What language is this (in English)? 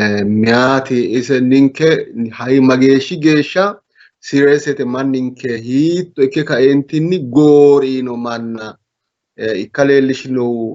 Sidamo